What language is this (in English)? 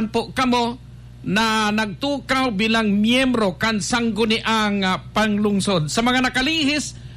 Bikol